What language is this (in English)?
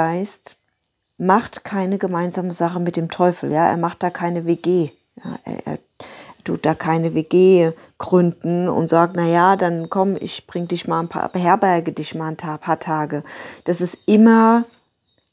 German